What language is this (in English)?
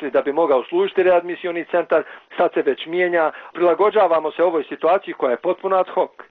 Bosnian